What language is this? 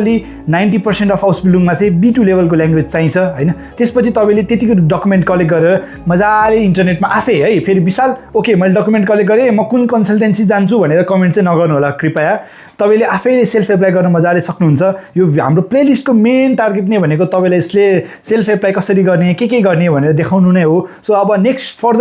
Nepali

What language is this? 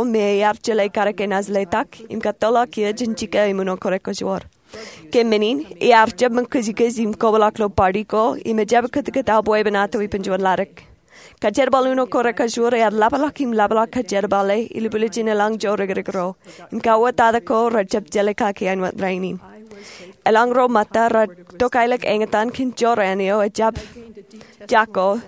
Marshallese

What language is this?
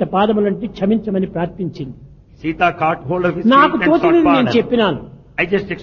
Telugu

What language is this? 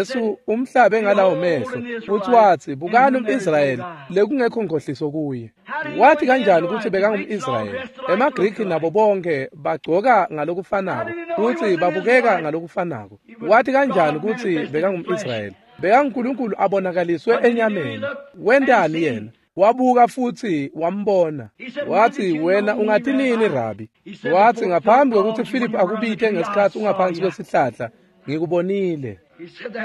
Swati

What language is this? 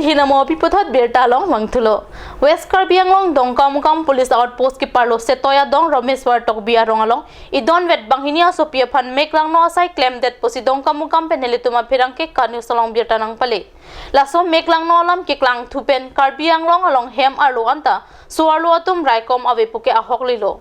Karbi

